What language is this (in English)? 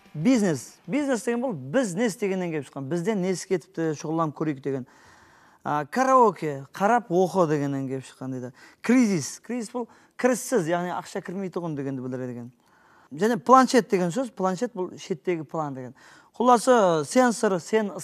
Kara-Kalpak